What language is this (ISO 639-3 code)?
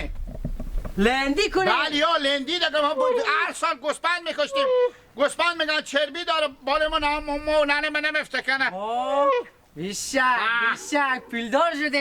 haz